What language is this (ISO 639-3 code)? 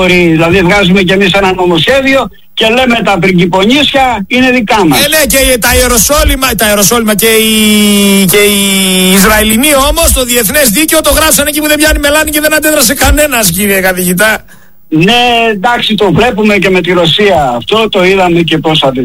ell